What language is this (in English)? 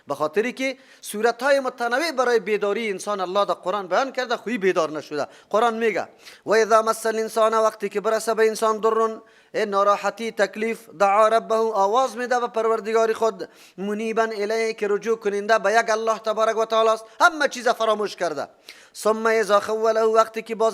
Persian